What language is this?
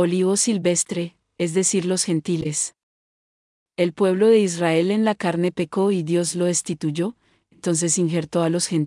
Spanish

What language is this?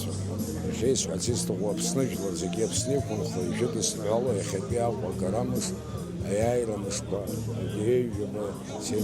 Abkhazian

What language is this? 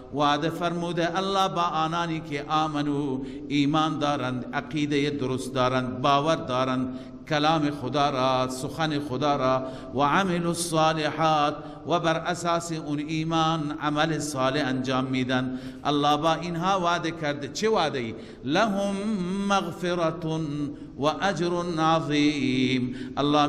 Persian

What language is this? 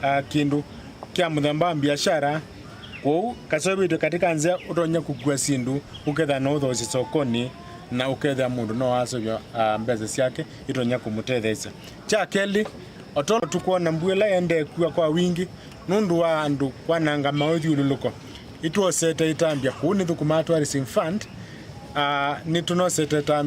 Kamba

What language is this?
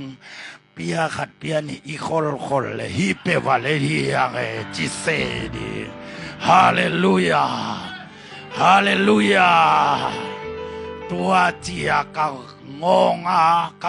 Tedim Chin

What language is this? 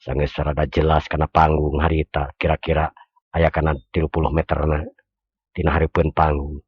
Sundanese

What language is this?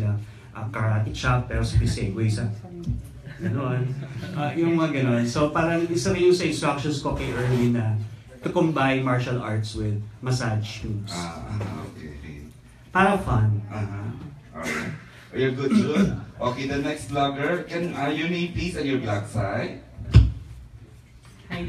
Filipino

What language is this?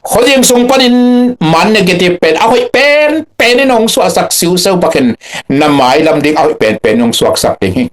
Tedim Chin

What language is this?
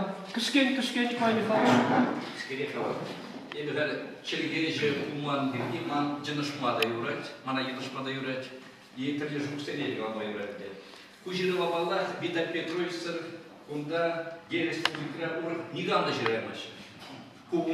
Chuvash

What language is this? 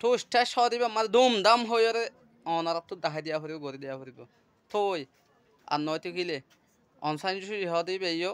Rohingya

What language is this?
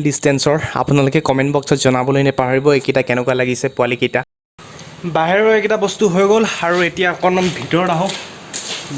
Assamese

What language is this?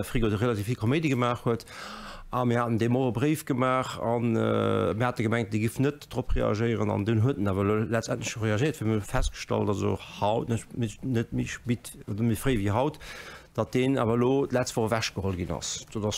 Luxembourgish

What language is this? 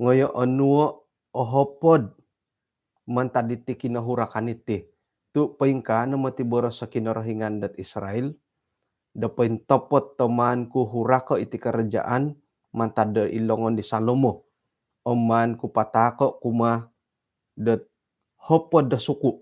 Central Dusun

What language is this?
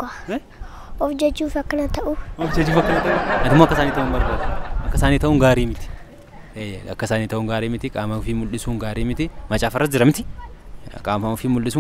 Oromo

